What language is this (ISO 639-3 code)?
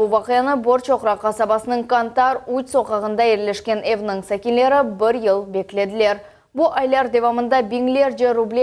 crh